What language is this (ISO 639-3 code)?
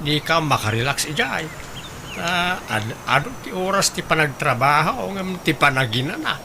ilo